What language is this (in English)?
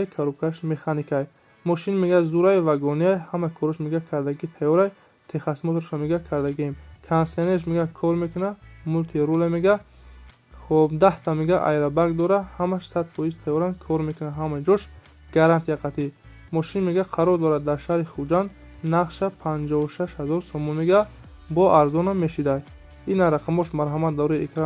Tajik